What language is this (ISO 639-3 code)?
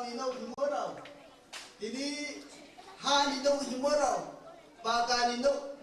ria